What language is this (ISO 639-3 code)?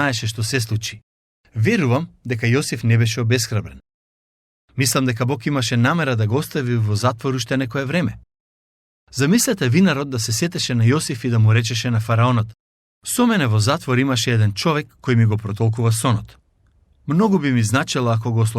mkd